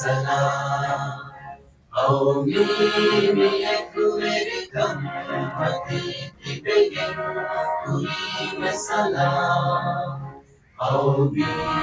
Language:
Divehi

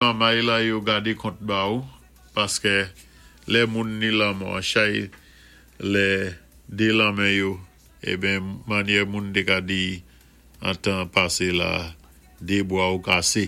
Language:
Saint Lucian Creole French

